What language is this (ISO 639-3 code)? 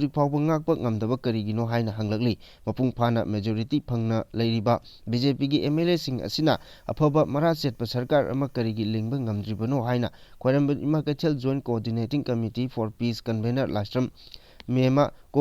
mni